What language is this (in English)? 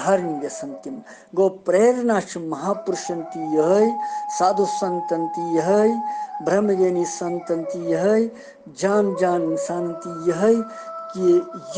Kashmiri